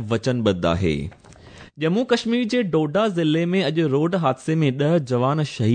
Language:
Sindhi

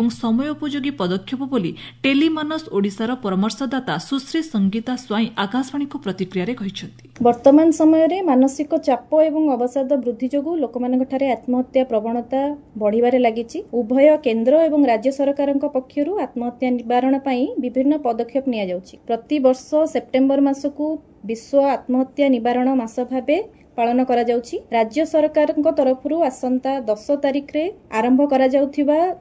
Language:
Odia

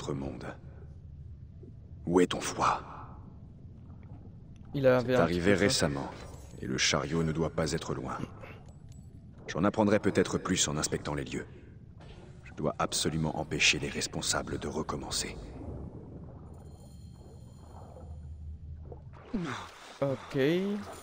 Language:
French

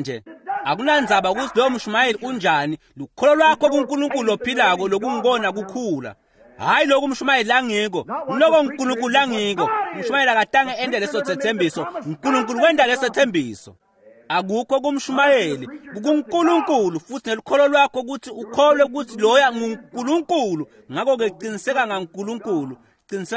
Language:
Swati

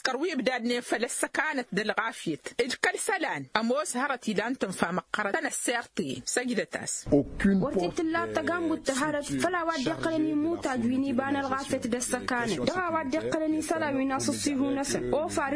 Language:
Tamasheq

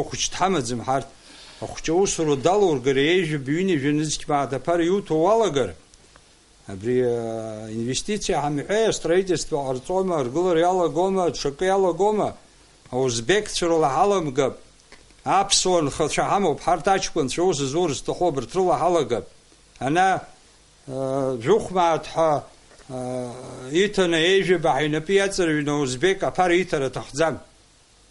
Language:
Abkhazian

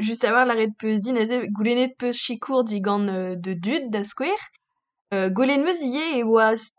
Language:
Breton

